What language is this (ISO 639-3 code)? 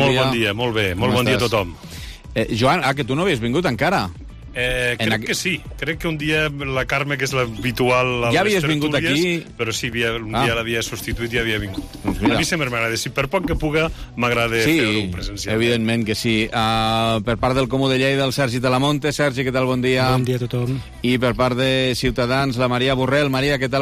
cat